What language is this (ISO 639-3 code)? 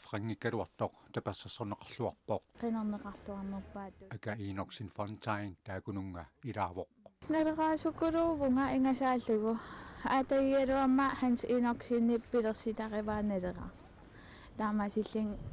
kal